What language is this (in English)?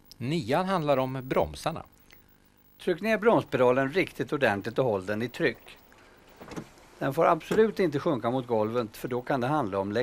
Swedish